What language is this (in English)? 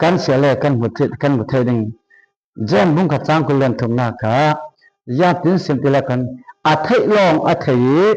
Falam Chin